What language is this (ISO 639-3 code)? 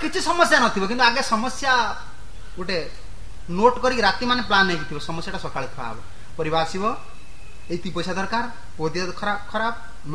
ori